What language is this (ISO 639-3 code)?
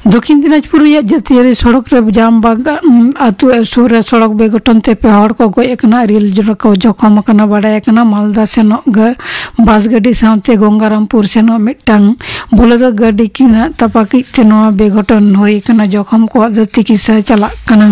sat